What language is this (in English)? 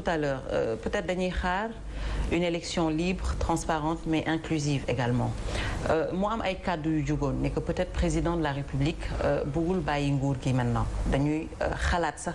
Wolof